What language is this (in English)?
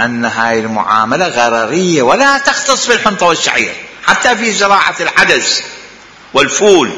Mesopotamian Arabic